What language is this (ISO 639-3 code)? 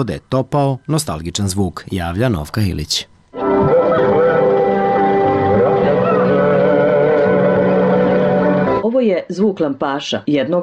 srp